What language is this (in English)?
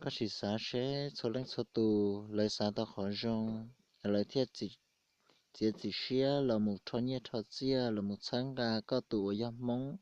Hmong